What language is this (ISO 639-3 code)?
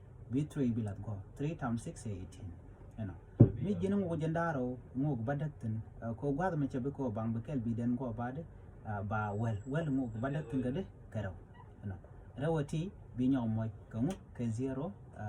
nus